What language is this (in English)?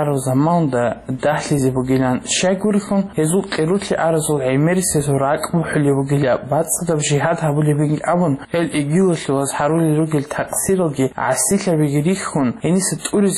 Avaric